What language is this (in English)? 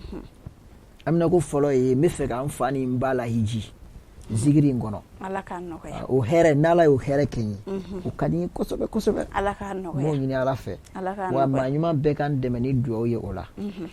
Bambara